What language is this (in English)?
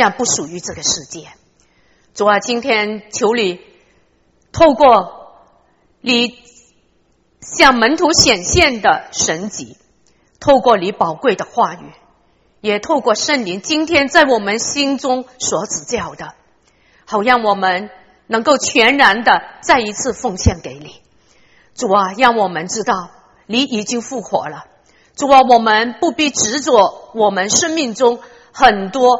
Chinese